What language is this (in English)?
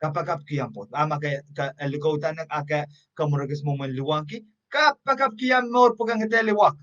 Pohnpeian